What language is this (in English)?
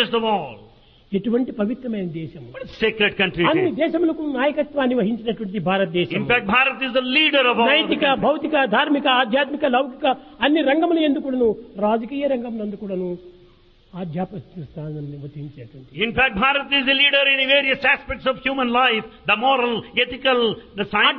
Telugu